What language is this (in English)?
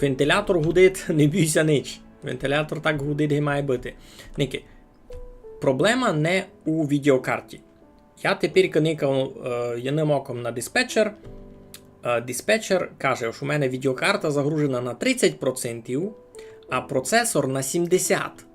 Rusyn